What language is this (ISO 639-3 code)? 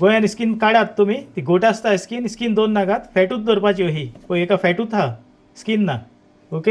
kok